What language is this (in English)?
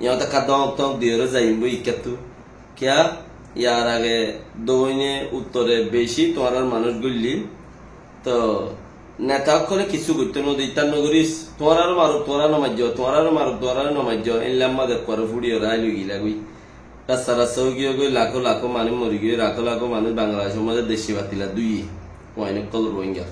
Rohingya